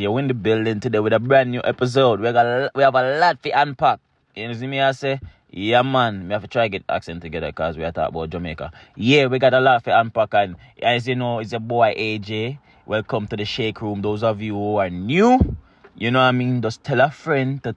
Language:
Jamaican Creole English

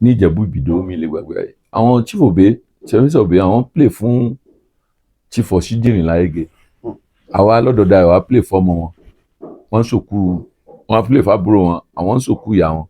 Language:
Yoruba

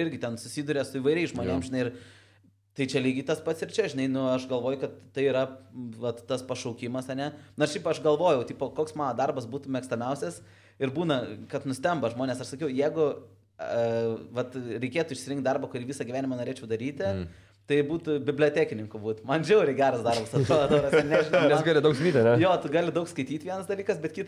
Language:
Lithuanian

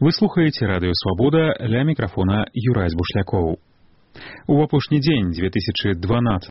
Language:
Belarusian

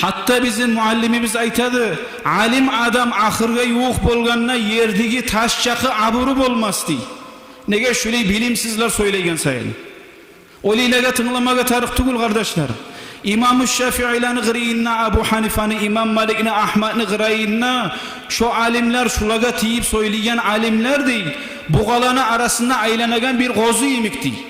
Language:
Kumyk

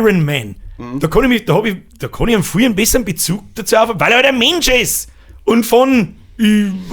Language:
Bavarian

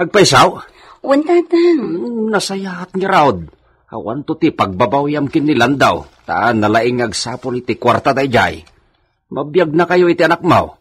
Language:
Iloko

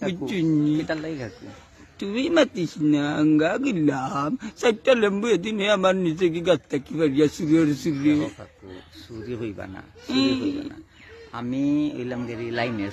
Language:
Sylheti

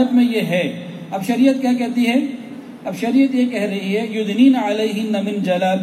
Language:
Urdu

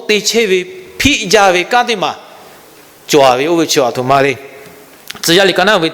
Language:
Lahu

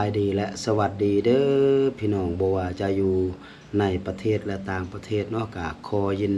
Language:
Lao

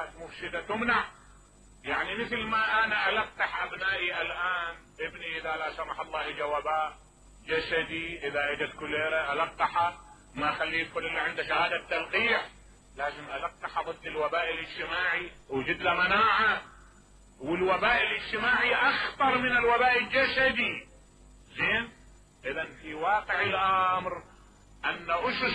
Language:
Mesopotamian Arabic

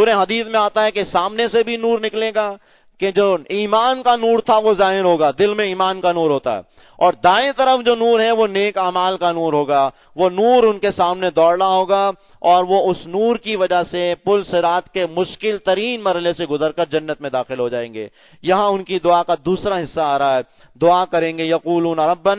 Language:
Urdu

